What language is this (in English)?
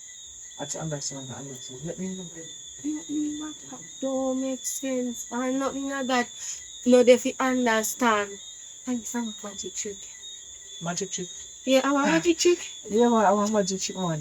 Jamaican Creole English